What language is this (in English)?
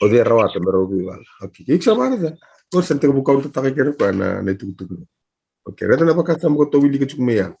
Fijian